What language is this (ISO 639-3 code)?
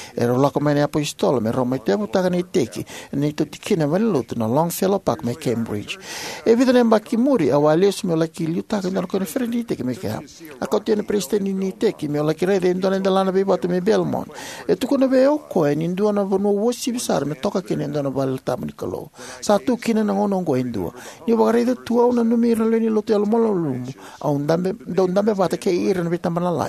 fij